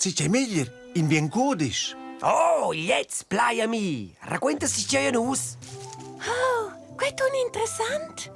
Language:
Romansh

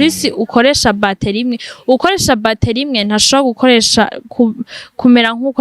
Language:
Rundi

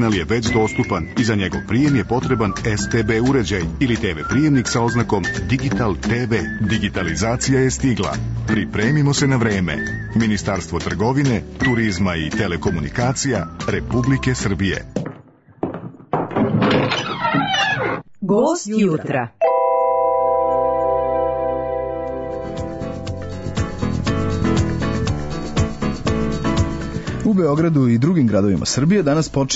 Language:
Serbian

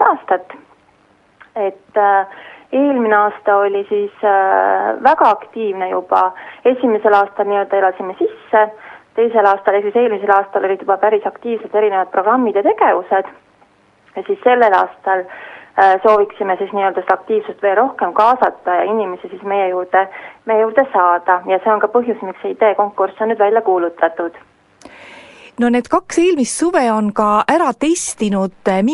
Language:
Estonian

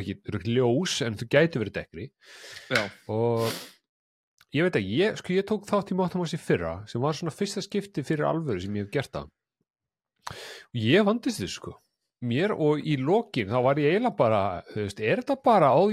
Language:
Icelandic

